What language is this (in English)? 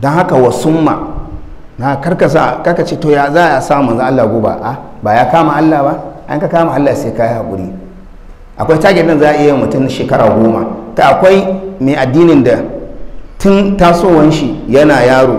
Hausa